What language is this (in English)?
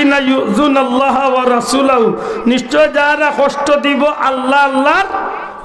Sylheti